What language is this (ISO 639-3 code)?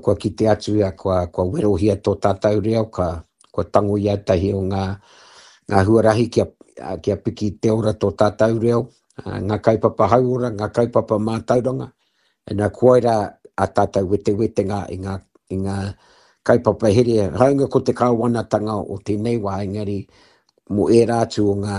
mri